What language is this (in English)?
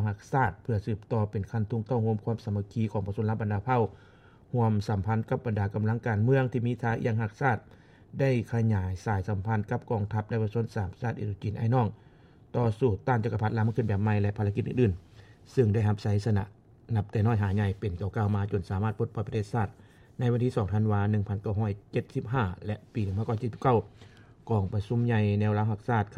Lao